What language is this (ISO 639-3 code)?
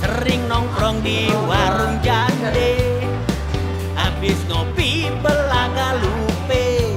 bew